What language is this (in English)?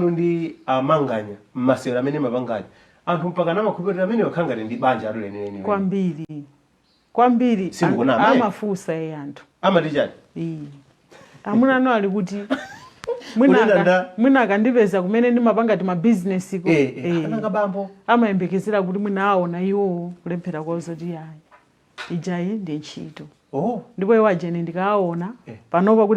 Nyanja